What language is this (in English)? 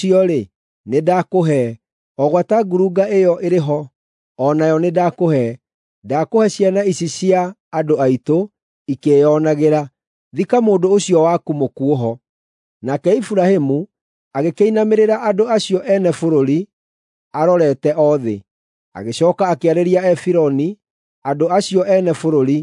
Kikuyu